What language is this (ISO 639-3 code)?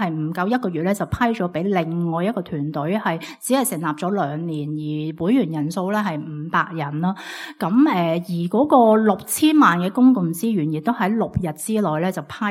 yue